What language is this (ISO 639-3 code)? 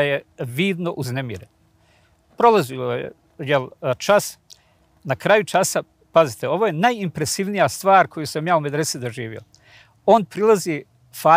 bos